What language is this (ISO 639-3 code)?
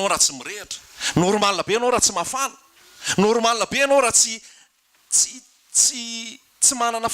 mlg